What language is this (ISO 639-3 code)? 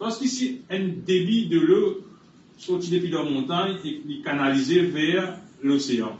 mfe